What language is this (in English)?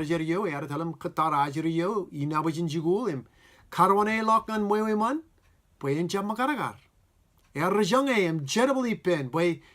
Marshallese